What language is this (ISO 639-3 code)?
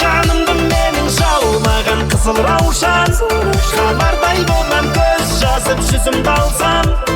kaa